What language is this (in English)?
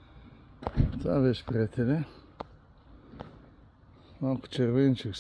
Bulgarian